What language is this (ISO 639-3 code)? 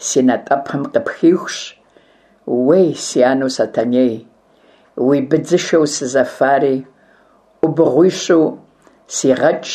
kbd